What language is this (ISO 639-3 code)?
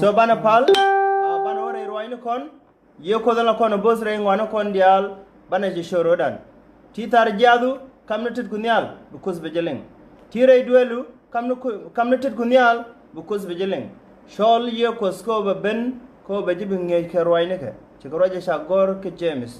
nus